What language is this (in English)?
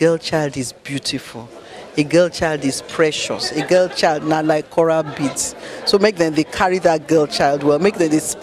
Nigerian Pidgin